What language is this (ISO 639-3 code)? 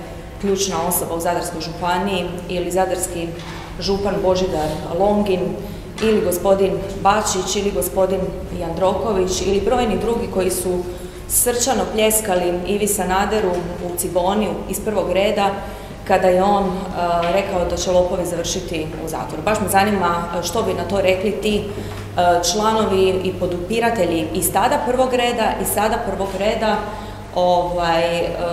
hrv